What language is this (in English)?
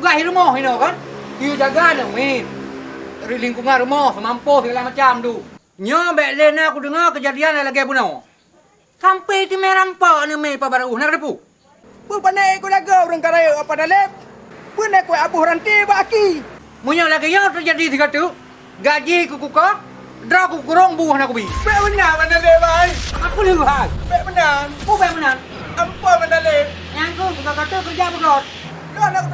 Achinese